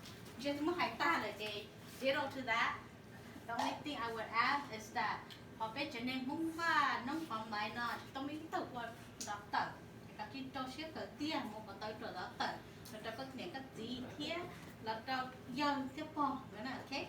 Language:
Hmong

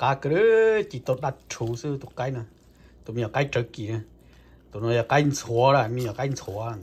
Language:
Hmong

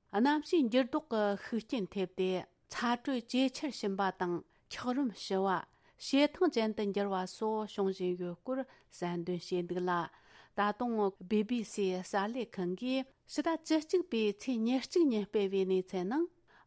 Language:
Tibetan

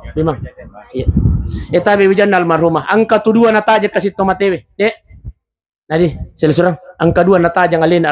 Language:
Buginese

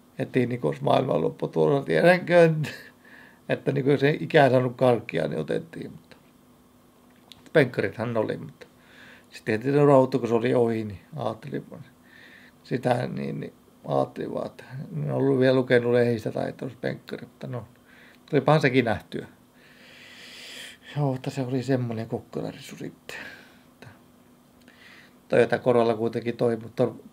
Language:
Finnish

